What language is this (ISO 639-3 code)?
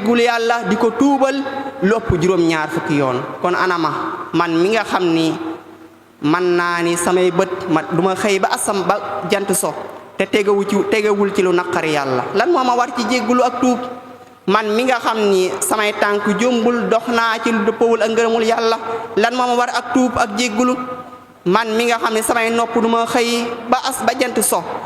wol